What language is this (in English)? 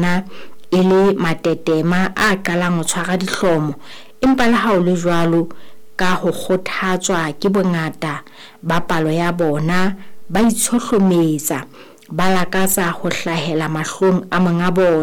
Southern Sotho